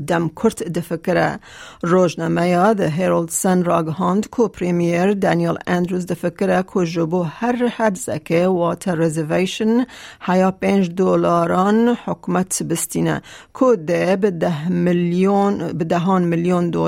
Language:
Kurdish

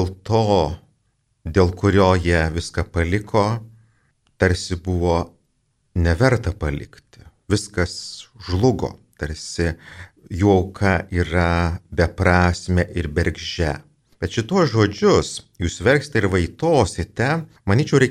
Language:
Lithuanian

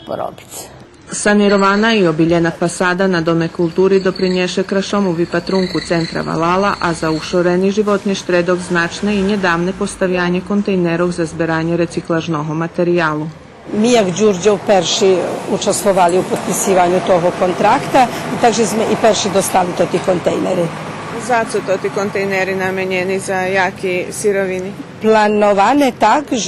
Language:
Rusyn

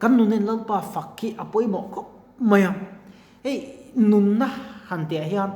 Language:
Mizo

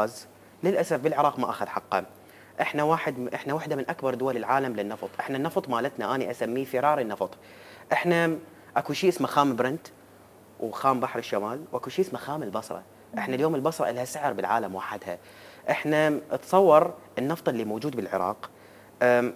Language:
Mesopotamian Arabic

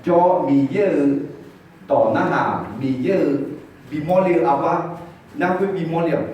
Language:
Akha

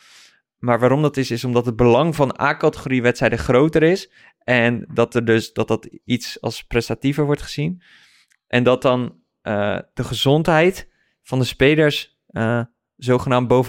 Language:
Dutch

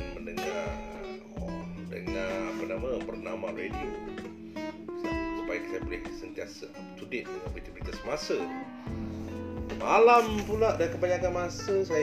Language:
Malay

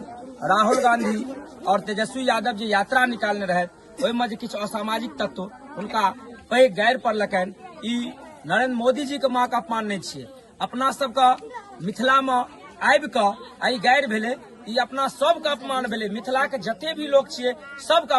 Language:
Maithili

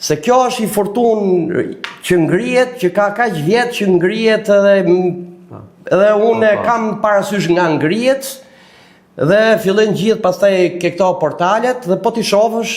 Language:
Albanian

